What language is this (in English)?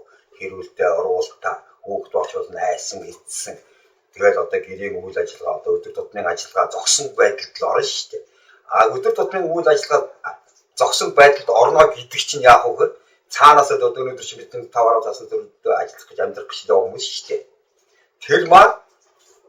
Mongolian